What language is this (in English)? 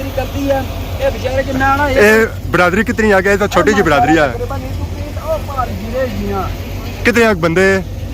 Pahari-Potwari